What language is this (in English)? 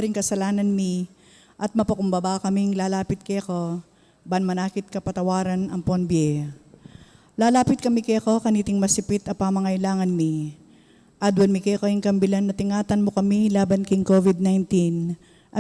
Pampanga